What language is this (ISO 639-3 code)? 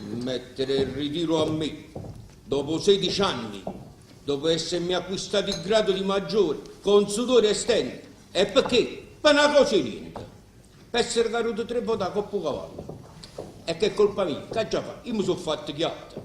nap